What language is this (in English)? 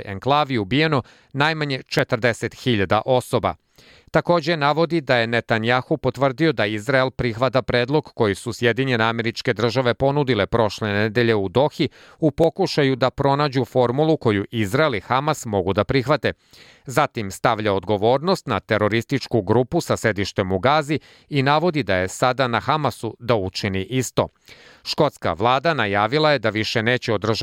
Serbian